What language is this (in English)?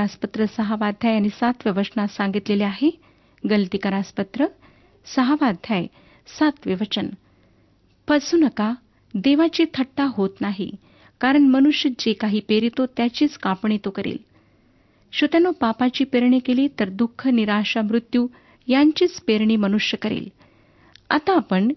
Marathi